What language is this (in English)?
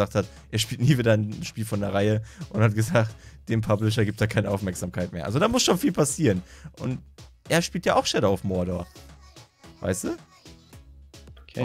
German